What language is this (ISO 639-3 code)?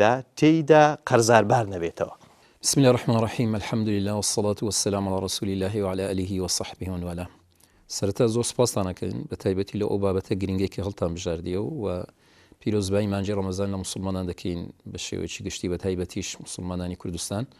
ckb